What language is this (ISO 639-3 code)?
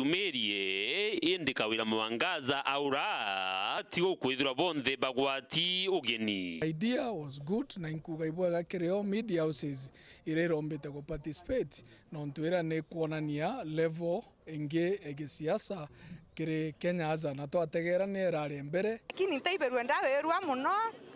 mer